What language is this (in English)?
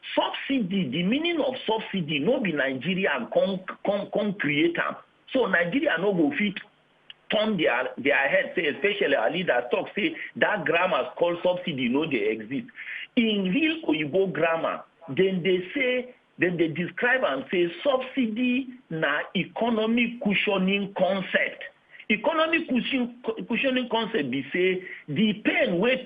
Nigerian Pidgin